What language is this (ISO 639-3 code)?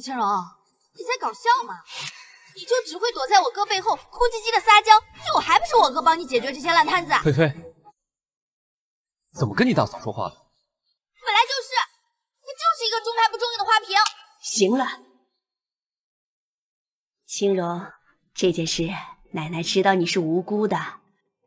zho